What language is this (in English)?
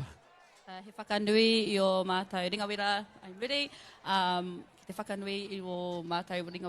Māori